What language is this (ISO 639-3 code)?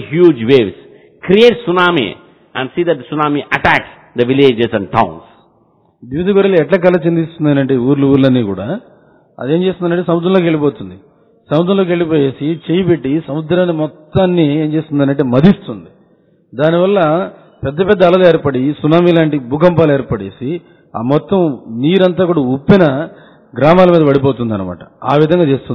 tel